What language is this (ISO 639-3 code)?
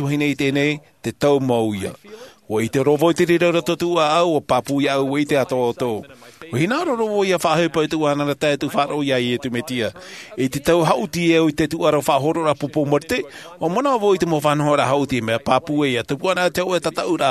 tah